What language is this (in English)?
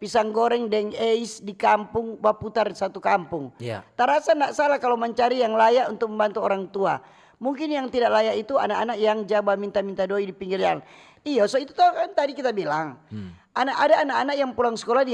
Manado Malay